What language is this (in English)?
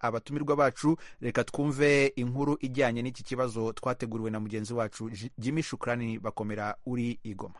Kinyarwanda